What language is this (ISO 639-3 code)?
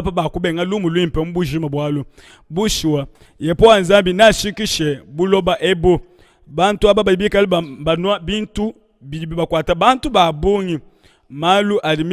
lua